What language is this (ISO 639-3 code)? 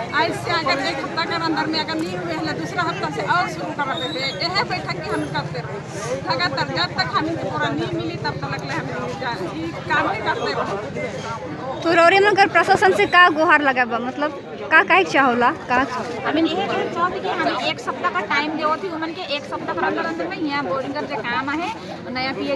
sck